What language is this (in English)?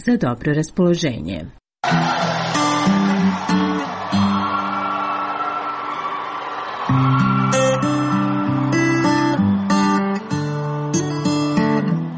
Croatian